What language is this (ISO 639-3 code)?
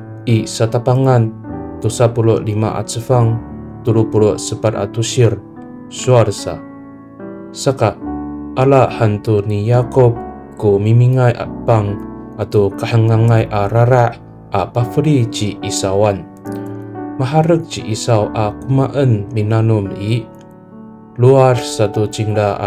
ami